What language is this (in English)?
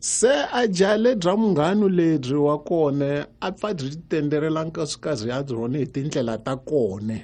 Tsonga